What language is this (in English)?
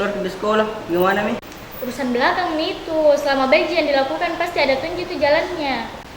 Makassar Malay